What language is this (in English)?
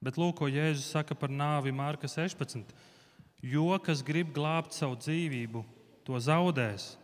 Latvian